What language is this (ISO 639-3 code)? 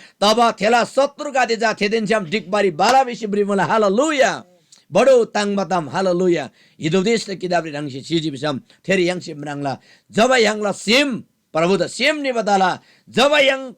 taj